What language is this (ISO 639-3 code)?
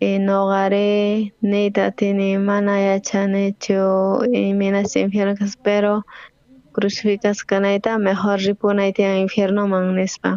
quh